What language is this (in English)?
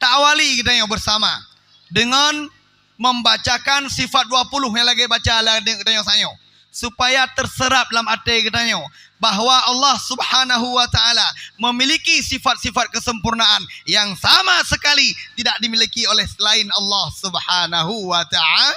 Achinese